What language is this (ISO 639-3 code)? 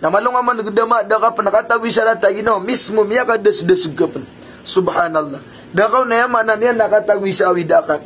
mrw